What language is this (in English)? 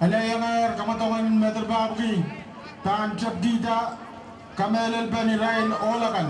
Pohnpeian